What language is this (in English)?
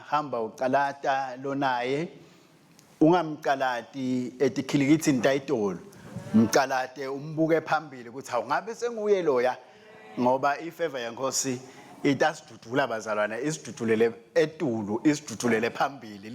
Swati